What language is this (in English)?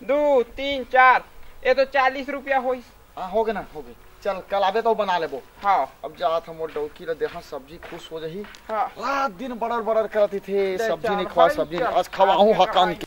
Chhattisgarhi